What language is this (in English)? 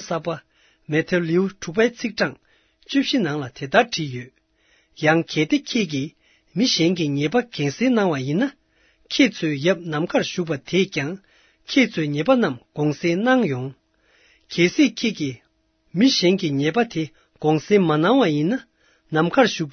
Tibetan